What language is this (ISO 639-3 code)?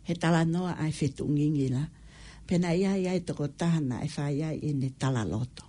ton